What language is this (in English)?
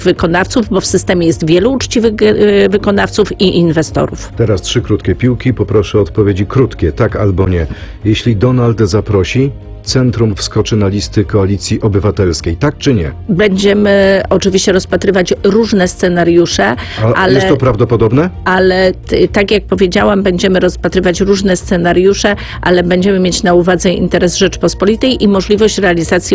Polish